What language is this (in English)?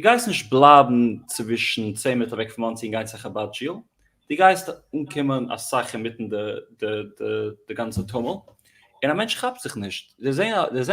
Yiddish